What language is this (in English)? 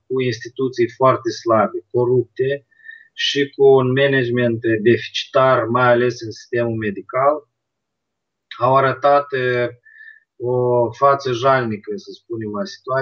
Romanian